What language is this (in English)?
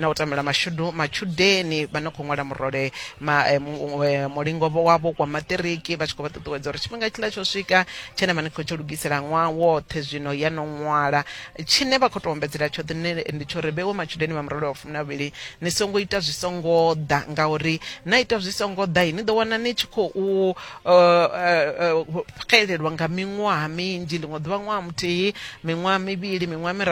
Venda